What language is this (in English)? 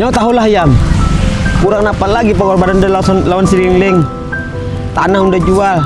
Banjar